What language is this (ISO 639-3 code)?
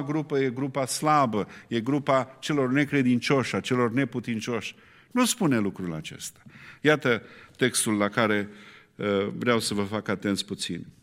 ron